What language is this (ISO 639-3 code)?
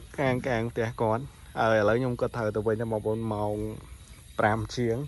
khm